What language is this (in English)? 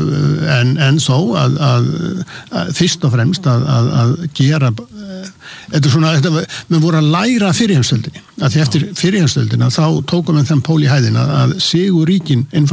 Icelandic